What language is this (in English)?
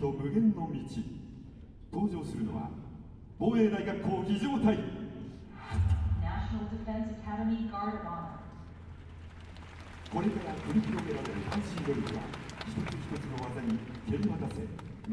Japanese